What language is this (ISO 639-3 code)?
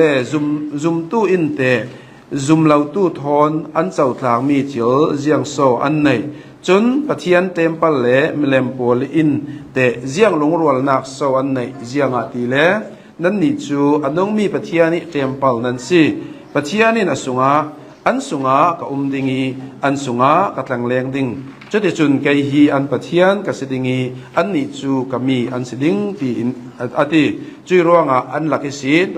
cnh